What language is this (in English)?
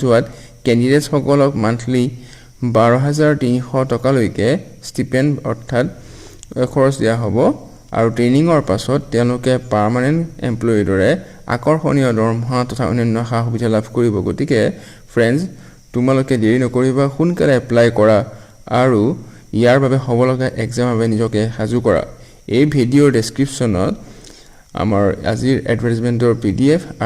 Assamese